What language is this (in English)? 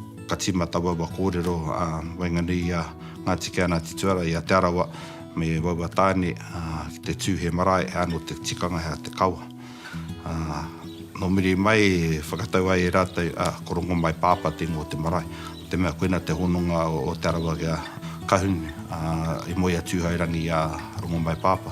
Māori